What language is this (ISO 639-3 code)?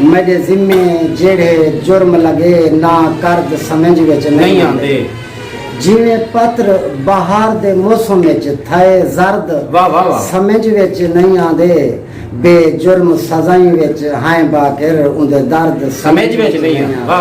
skr